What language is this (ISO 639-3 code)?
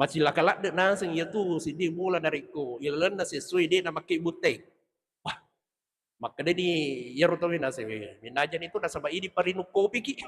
bug